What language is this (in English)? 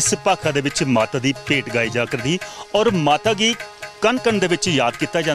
Dogri